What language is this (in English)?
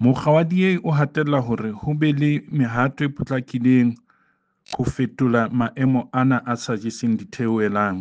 Southern Sotho